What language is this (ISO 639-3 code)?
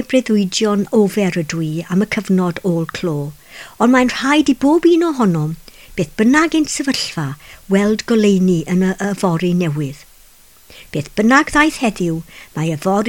cym